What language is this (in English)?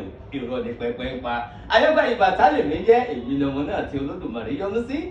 Yoruba